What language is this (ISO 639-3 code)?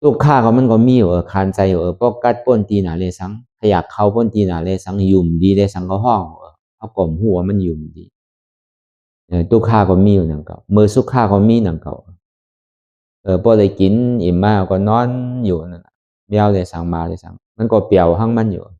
shn